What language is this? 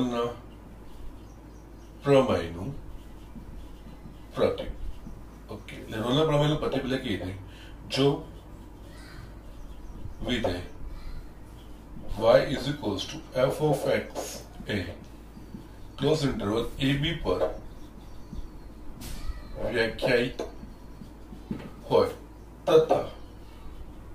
Gujarati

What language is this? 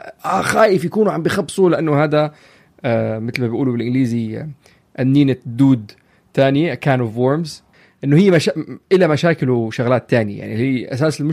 North Levantine Arabic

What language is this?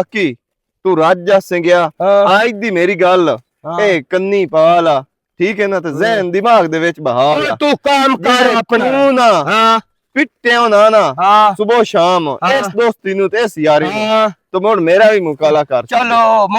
Western Panjabi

